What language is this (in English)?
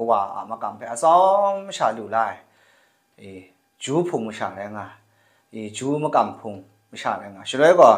Kachin